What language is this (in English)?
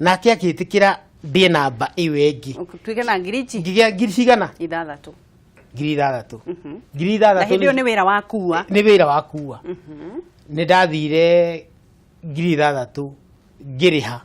Kikuyu